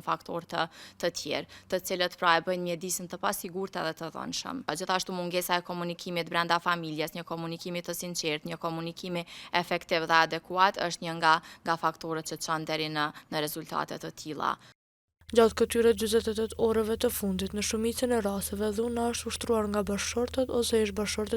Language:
Albanian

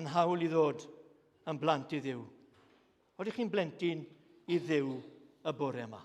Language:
Welsh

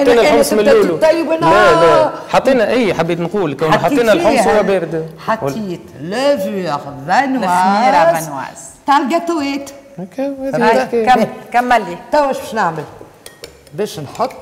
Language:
Tunisian Arabic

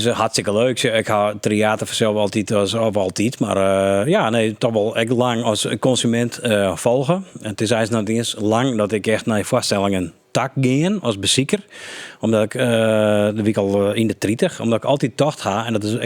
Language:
Western Frisian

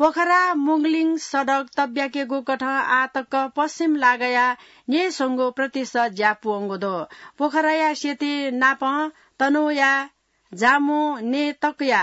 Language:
Newari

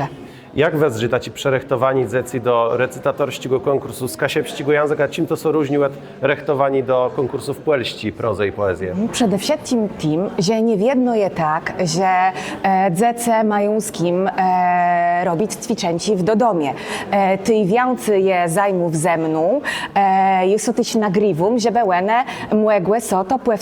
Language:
Kashubian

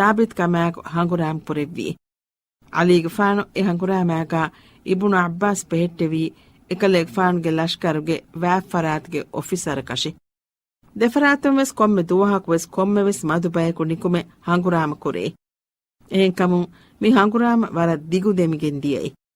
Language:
Divehi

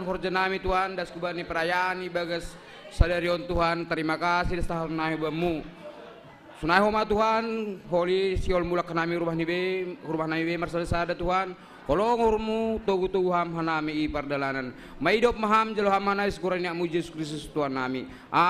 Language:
Batak Simalungun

